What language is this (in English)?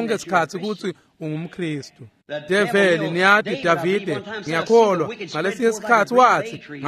Swati